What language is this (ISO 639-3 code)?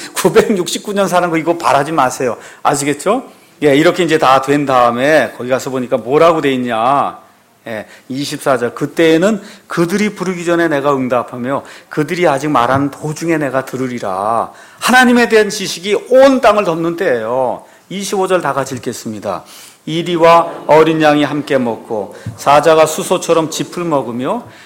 kor